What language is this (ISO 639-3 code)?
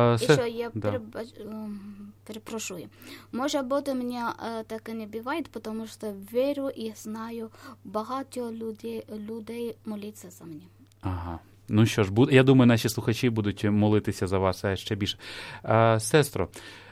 ukr